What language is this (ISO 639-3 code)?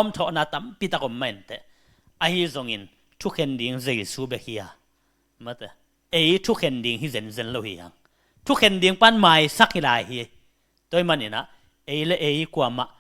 ctd